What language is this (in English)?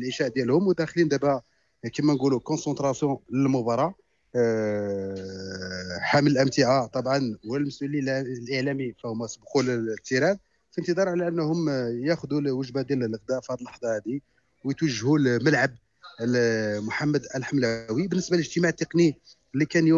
Moroccan Arabic